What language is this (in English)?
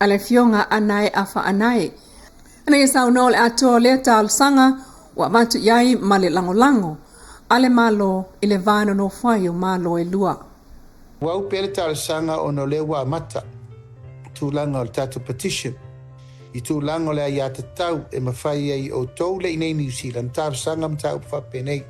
Samoan